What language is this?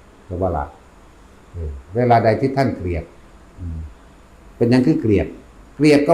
Northeastern Thai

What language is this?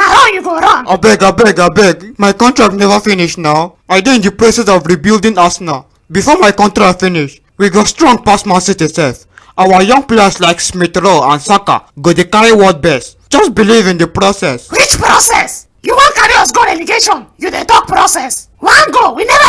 Nigerian Pidgin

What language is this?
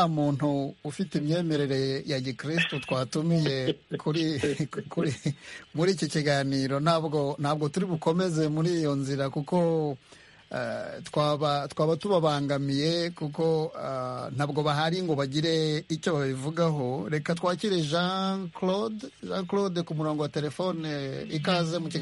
Kinyarwanda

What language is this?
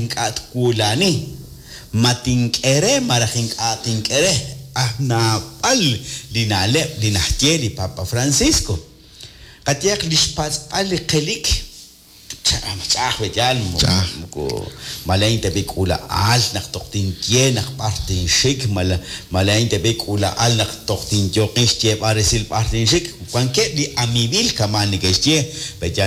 Kekchí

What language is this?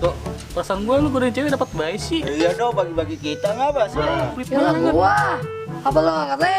Betawi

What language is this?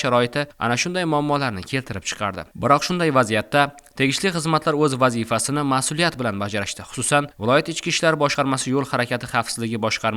Uzbek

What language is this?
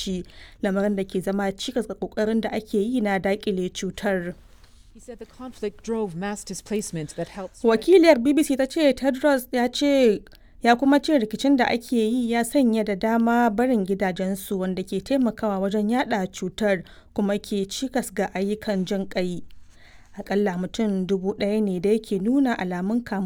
Hausa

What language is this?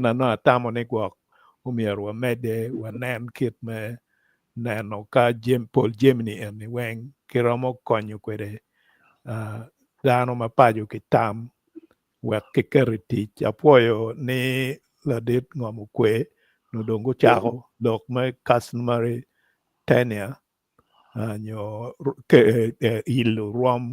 Acoli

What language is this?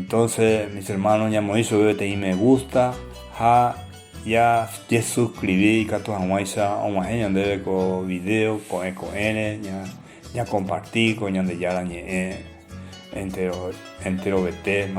Guarani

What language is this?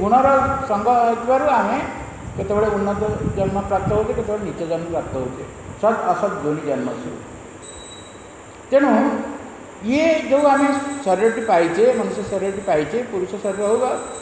Odia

